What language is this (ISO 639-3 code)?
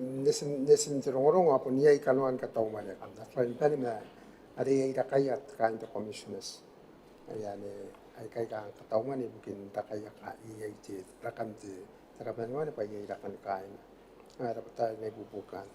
gil